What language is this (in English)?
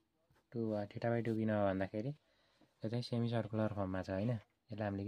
Nepali